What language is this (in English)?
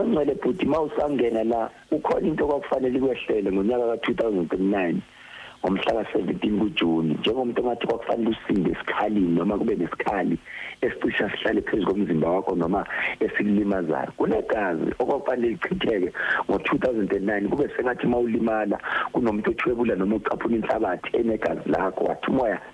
Zulu